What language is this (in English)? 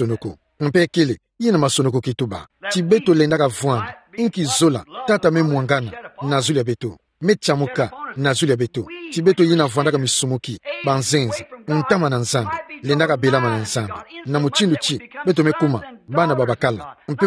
Kituba (Democratic Republic of Congo)